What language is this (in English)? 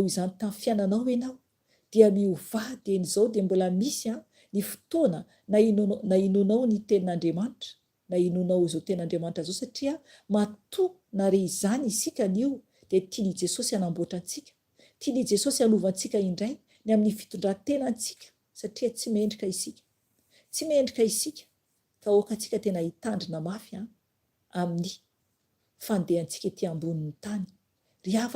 Malagasy